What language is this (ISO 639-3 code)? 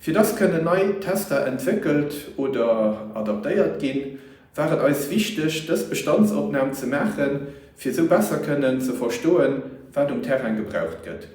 ltz